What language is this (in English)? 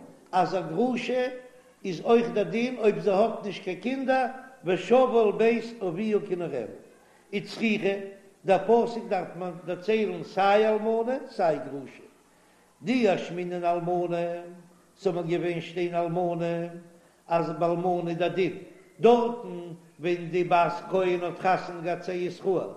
Yiddish